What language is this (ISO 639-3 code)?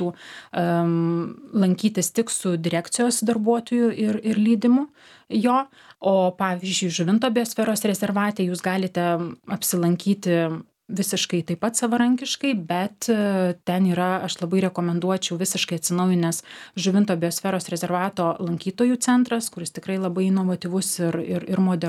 lit